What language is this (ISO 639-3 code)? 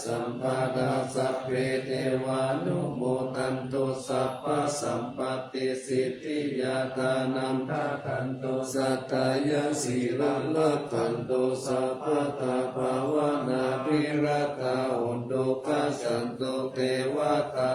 pli